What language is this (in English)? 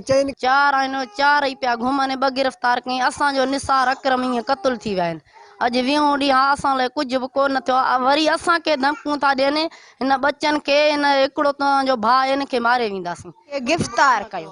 Sindhi